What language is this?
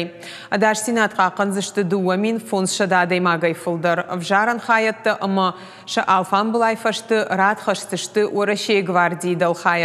Ossetic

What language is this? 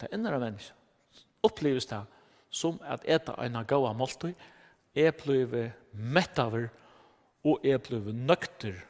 Faroese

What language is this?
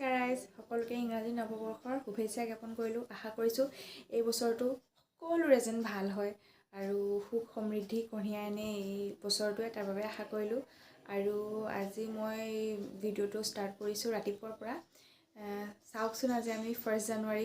Assamese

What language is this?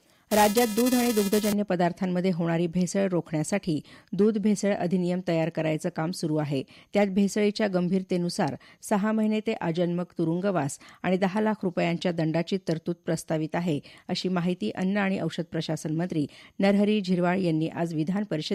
Marathi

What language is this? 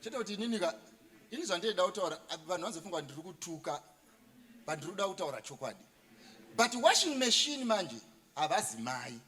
Shona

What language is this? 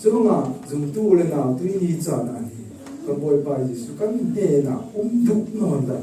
Falam Chin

